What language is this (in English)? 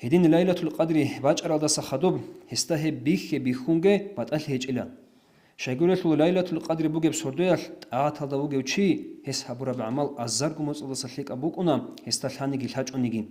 Avaric